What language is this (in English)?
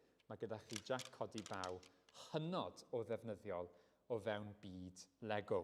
Welsh